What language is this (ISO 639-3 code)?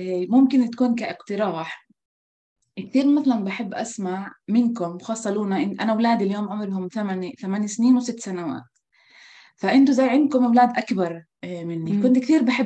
apc